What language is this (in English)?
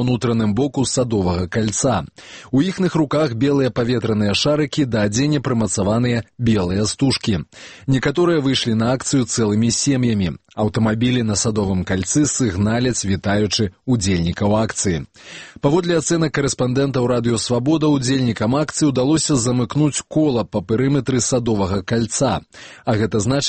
Belarusian